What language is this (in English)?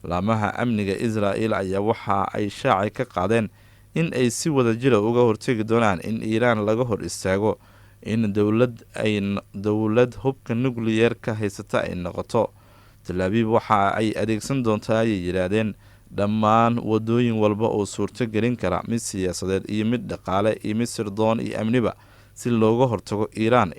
Somali